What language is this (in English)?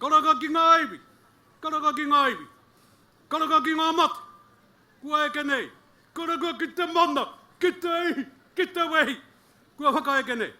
Māori